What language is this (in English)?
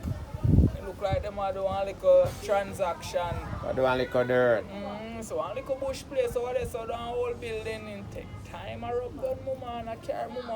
Jamaican Creole English